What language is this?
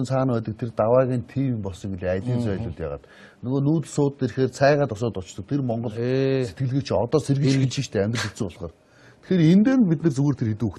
Mongolian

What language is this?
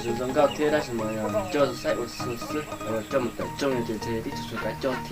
Hmong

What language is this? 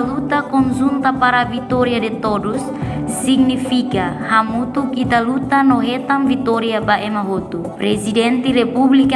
Tetum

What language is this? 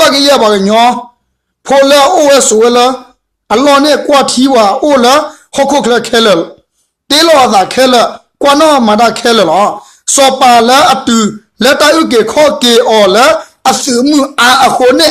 S'gaw Karen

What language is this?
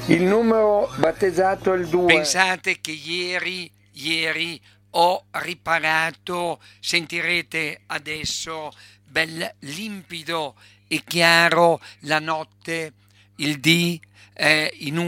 Italian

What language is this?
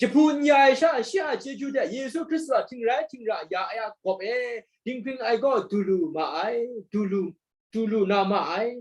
Kachin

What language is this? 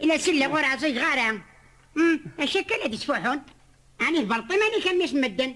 Kabyle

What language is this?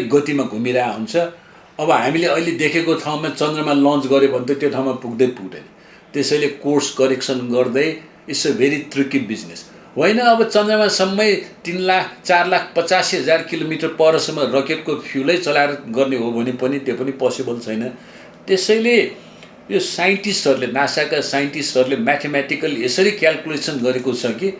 Nepali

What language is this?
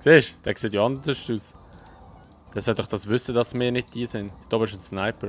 Swiss German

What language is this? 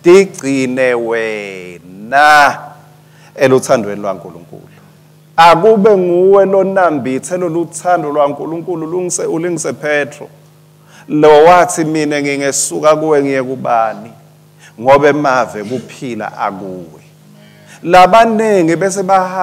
Swati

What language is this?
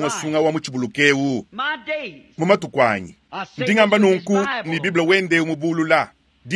Luba-Lulua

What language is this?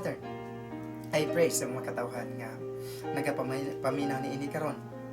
Cebuano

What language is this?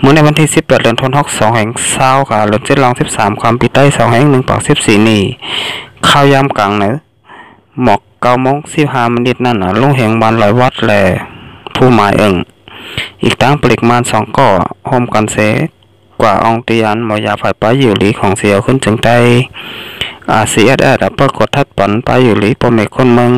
Shan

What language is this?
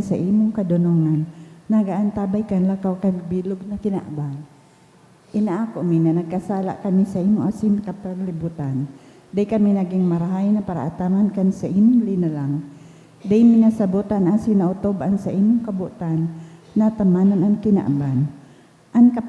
Bikol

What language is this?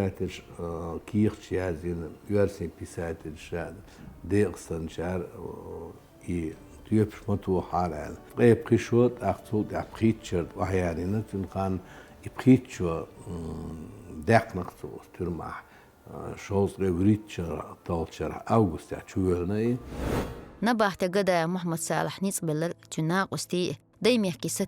Chechen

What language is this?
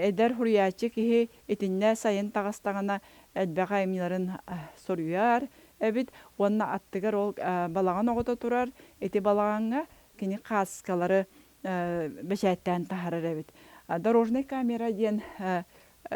Yakut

